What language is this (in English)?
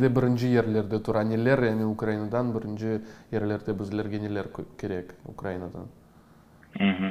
Crimean Tatar